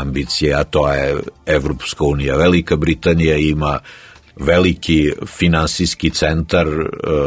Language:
Serbian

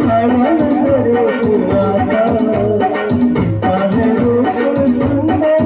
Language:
Konkani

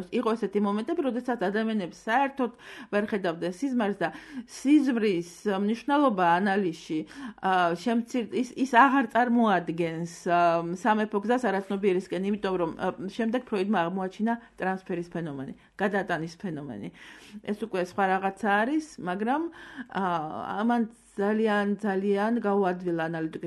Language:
Georgian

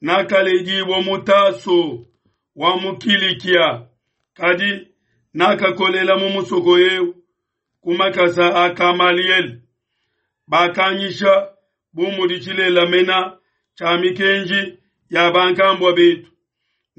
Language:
Luba-Lulua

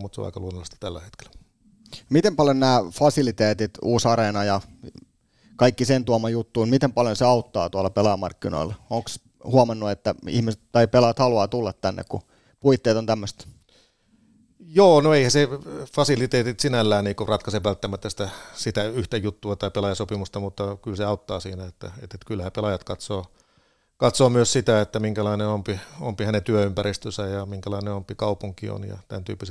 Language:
Finnish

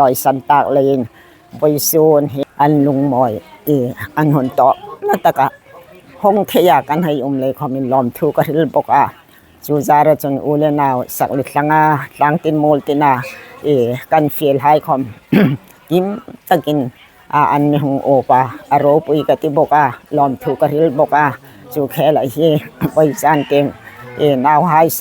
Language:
Hmar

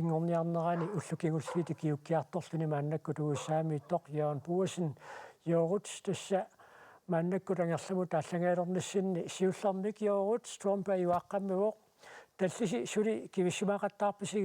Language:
Kalaallisut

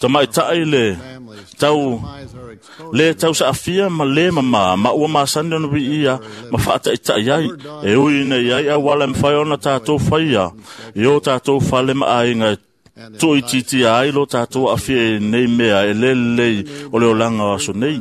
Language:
Samoan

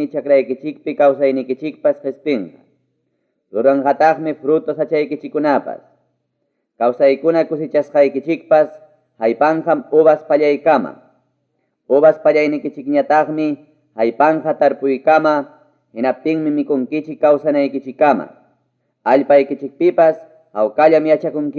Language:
Ayacucho Quechua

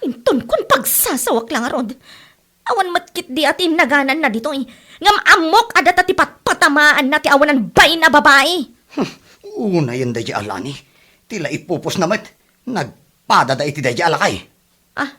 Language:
Iloko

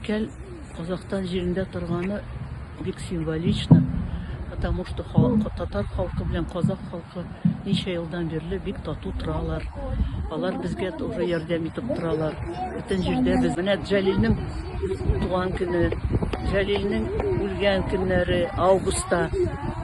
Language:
Tatar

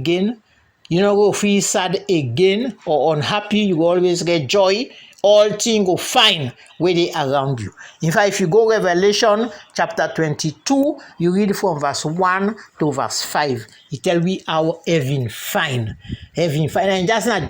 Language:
Krio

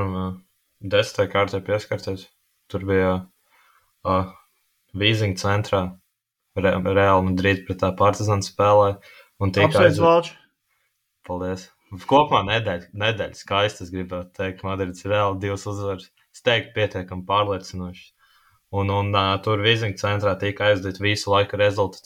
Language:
Latvian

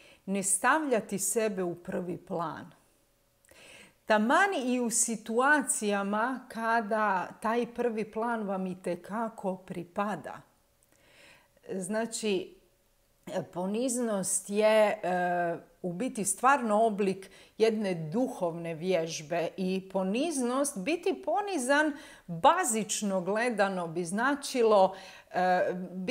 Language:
Croatian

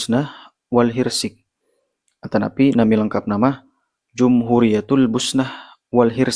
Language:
Sundanese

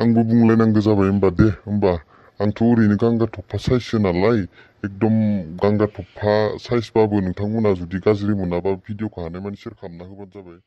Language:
Bodo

